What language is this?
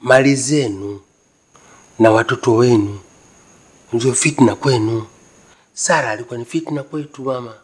Swahili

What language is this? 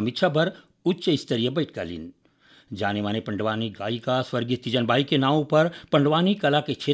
Chhattisgarhi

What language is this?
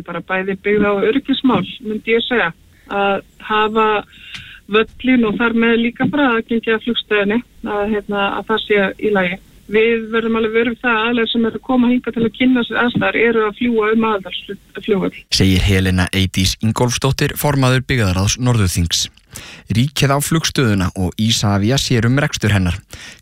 Icelandic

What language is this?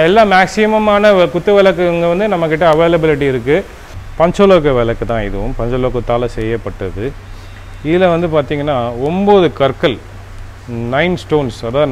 Tamil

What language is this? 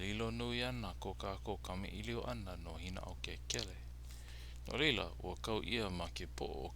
Hawaiian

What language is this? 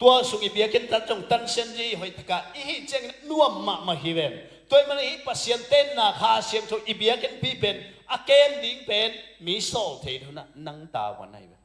Tedim Chin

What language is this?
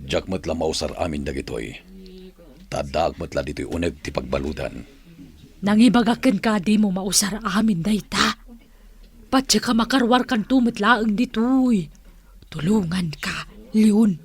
Iloko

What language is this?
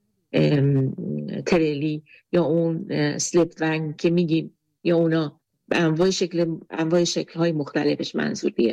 Persian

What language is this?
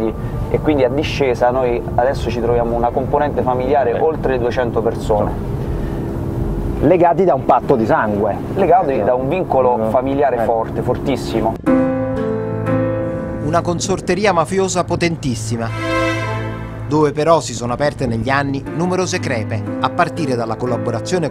Italian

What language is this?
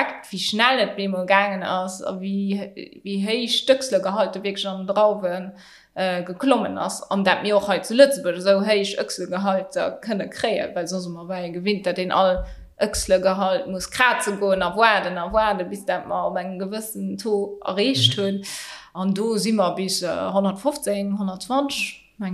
Luxembourgish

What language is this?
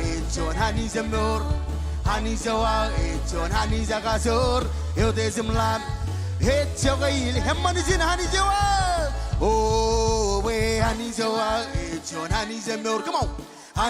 Marshallese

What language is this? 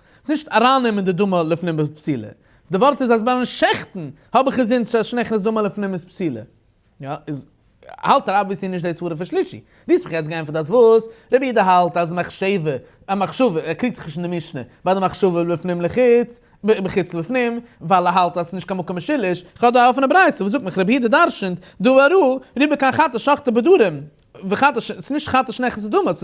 Yiddish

